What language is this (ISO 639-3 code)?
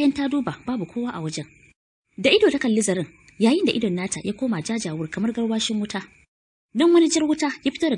hau